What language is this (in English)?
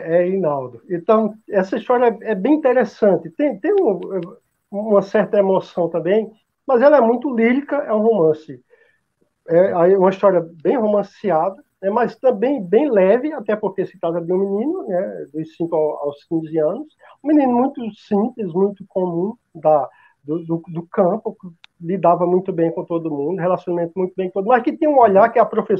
Portuguese